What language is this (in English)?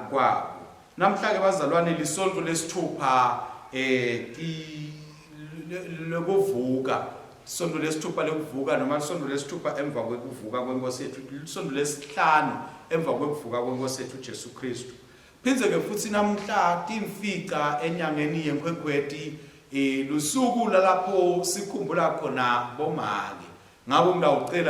Swati